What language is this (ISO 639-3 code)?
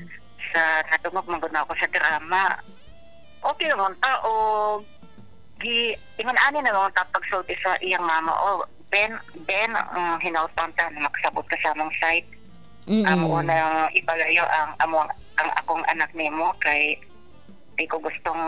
ceb